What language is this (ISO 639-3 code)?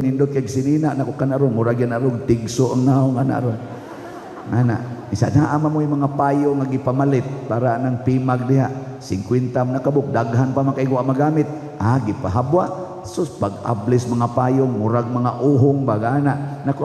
ceb